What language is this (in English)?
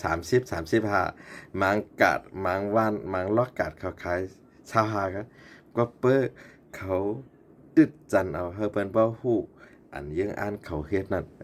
Shan